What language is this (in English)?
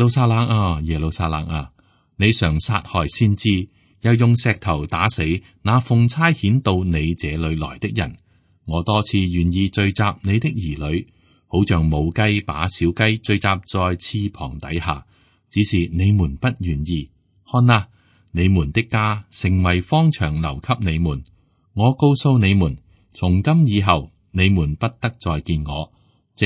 Cantonese